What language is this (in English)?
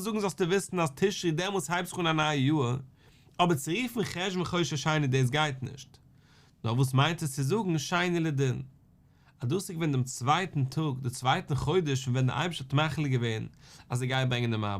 Yiddish